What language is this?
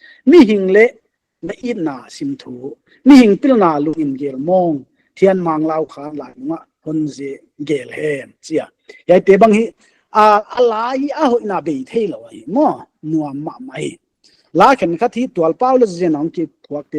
Paite Chin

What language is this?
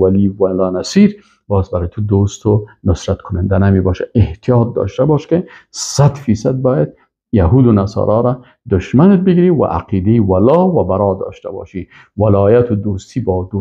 Persian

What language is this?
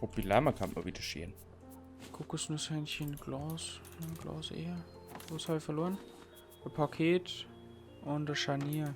Bavarian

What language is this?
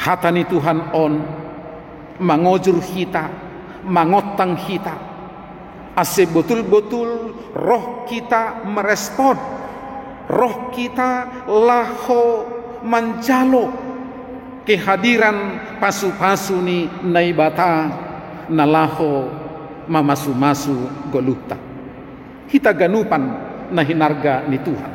Batak Simalungun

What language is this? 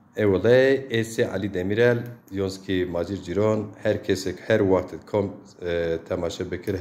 Zaza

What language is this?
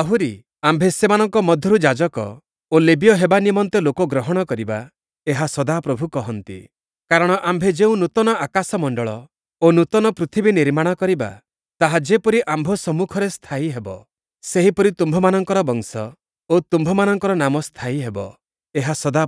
Odia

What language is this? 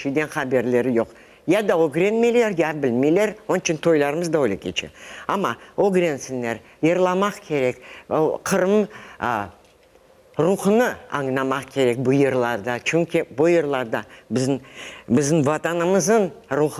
Crimean Tatar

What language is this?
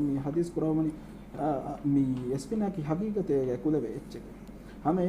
Divehi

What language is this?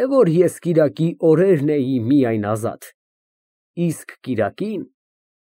Armenian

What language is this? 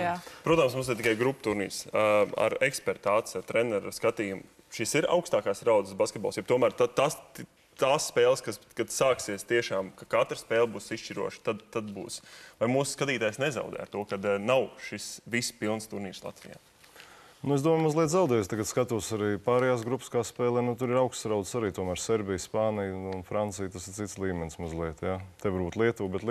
Latvian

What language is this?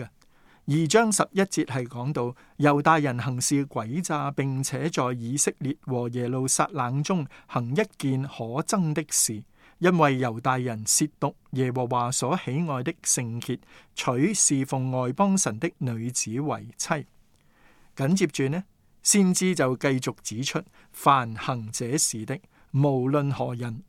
Cantonese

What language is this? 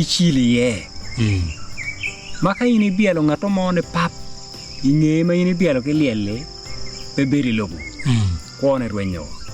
Acoli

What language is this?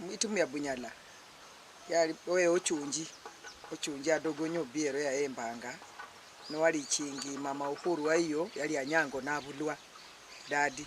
Luyia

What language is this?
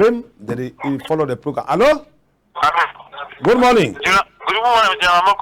Cameroon Pidgin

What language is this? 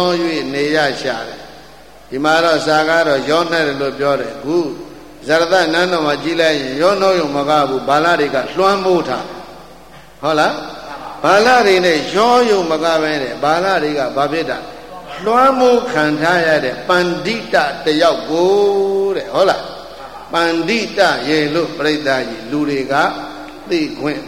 Burmese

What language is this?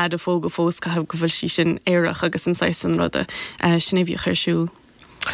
Irish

